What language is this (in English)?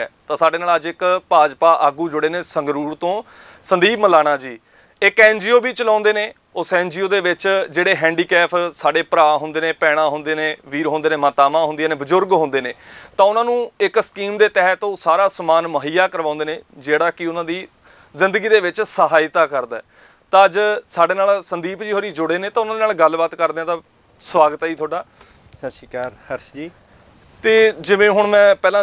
Punjabi